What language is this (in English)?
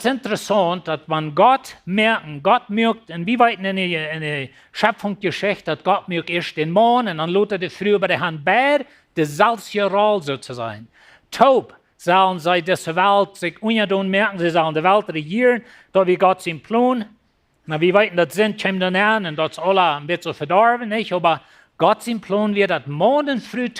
Plautdietsch